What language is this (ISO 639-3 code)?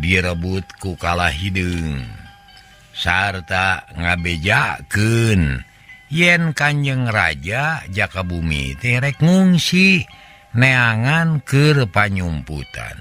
sun